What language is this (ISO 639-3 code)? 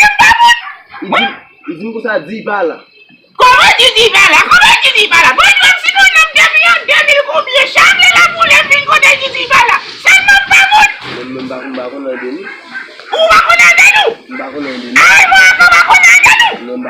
hat